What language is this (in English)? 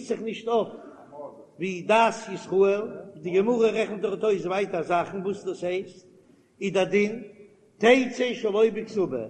Yiddish